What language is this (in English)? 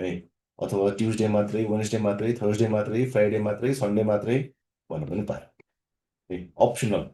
Nepali